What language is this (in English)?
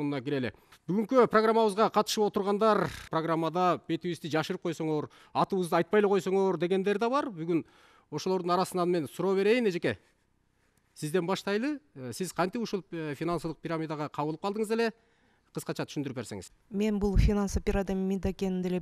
Kyrgyz